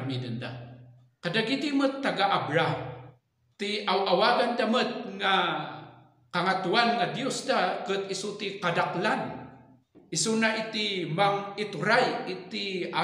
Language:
Iloko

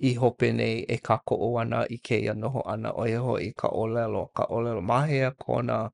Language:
Hawaiian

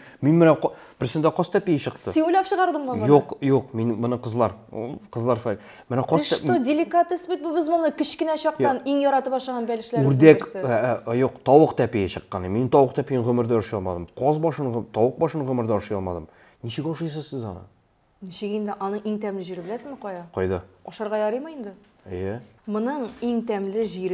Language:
Tatar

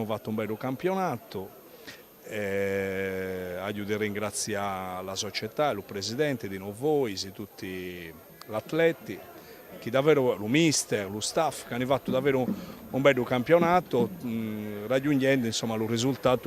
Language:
Sardinian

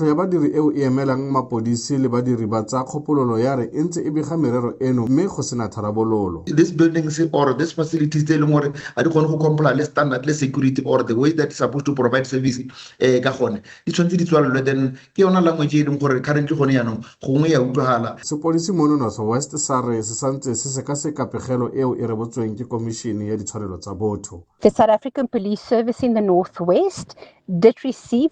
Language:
Tswana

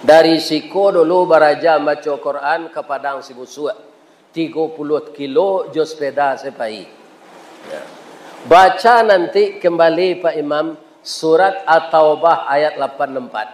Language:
Minangkabau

